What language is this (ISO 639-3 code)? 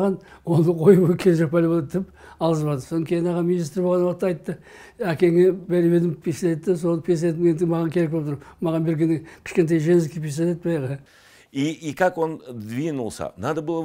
kaz